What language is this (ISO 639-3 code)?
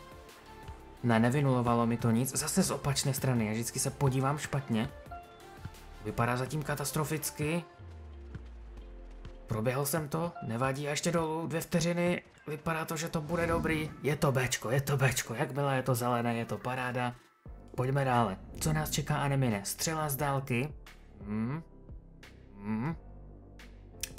ces